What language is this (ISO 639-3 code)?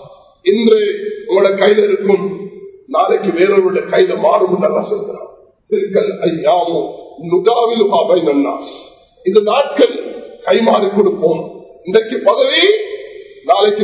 tam